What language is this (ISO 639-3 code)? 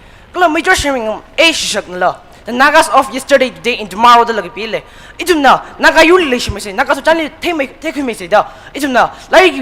nmf